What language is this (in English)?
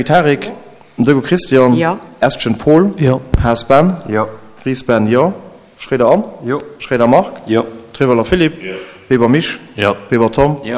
Luxembourgish